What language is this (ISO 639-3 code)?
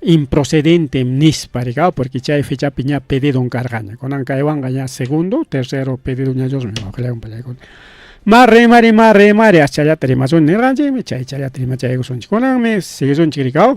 quy